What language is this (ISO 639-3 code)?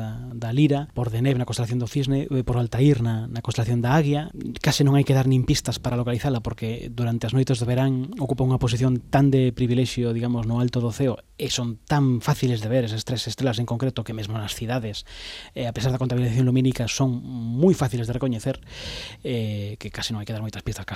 glg